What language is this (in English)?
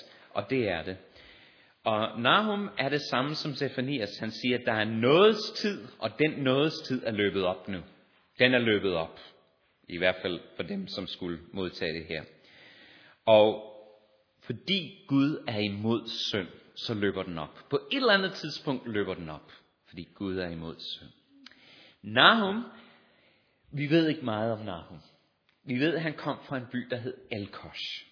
Danish